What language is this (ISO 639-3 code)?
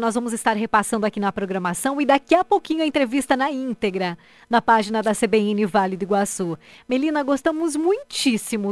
por